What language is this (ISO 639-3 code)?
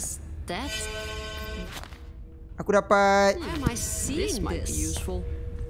msa